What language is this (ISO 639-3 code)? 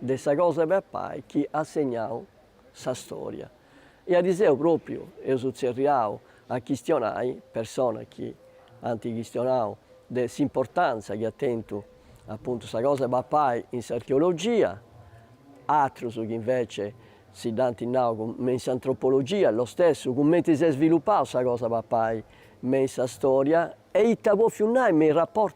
srd